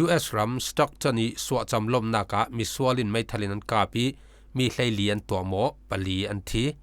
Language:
Falam Chin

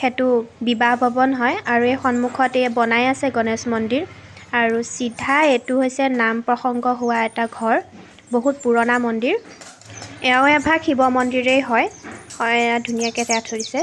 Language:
Assamese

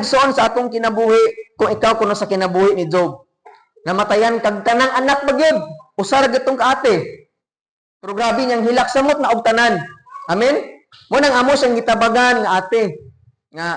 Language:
Cebuano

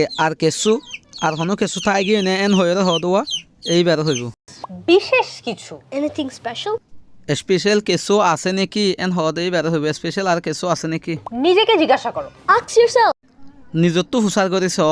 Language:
Rohingya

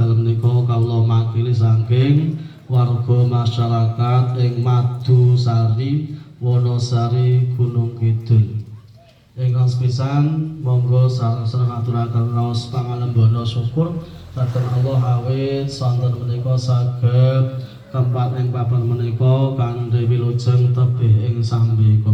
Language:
Javanese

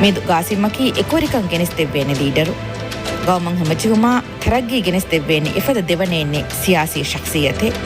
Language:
Divehi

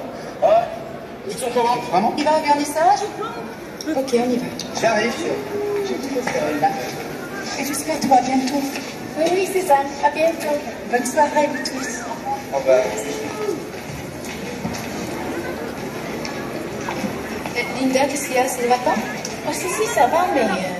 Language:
French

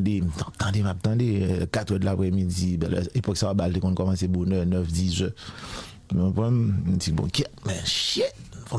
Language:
Haitian Creole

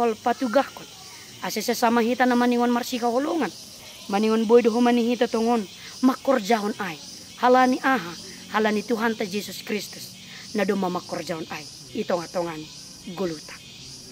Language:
Batak Simalungun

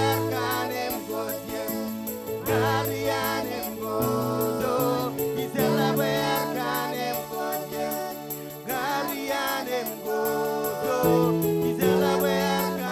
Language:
Marshallese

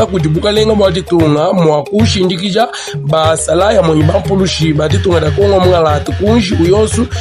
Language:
Luba-Lulua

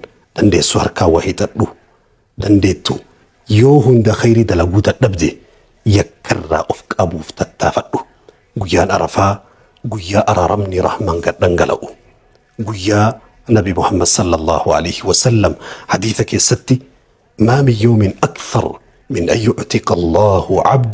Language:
Oromo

